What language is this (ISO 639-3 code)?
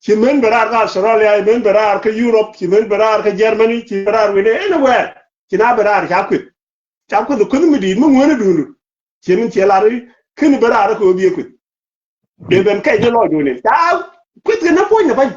nus